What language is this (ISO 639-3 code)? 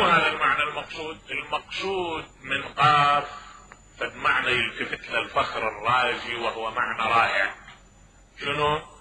acm